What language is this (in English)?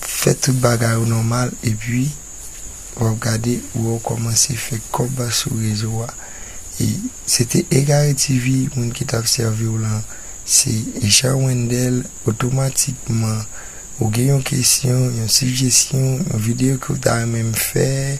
Haitian Creole